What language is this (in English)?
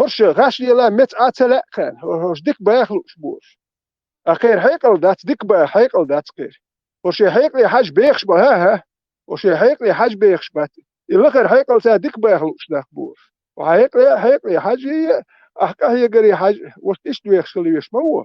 Chechen